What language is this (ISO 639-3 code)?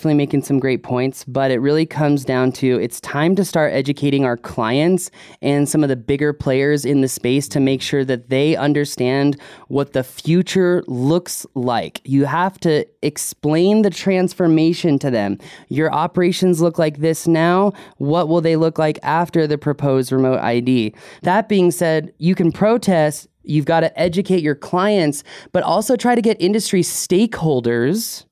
eng